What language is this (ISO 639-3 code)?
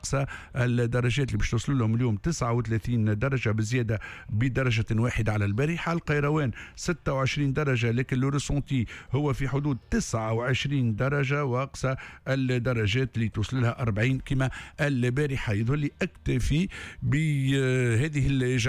aeb